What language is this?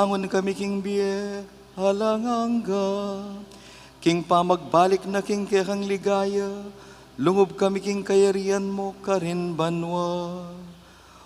Pampanga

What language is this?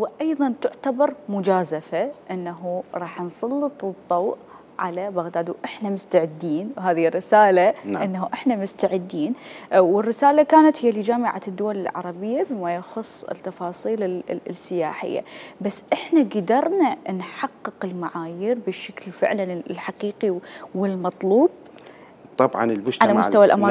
Mesopotamian Arabic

